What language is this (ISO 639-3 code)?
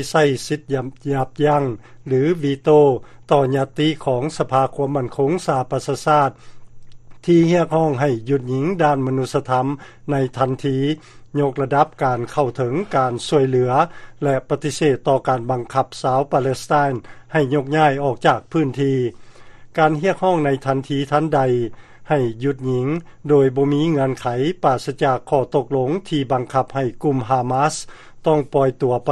lao